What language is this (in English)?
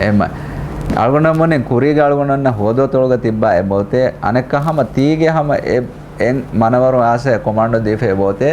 Divehi